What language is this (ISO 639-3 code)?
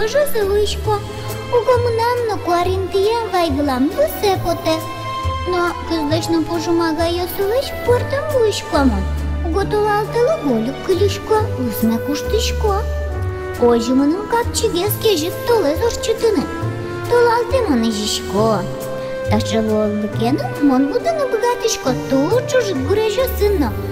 udm